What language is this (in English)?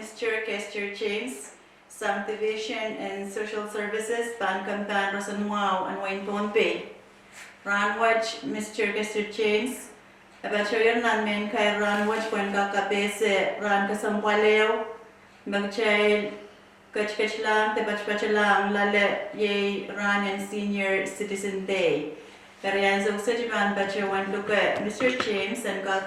Pohnpeian